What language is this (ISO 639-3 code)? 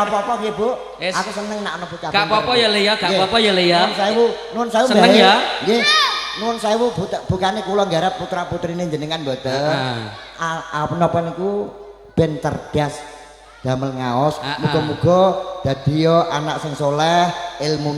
jav